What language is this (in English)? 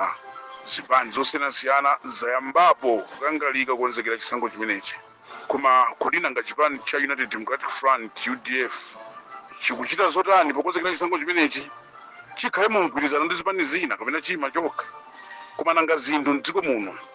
Nyanja